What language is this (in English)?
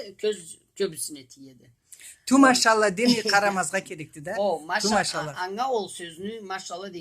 Karachay-Balkar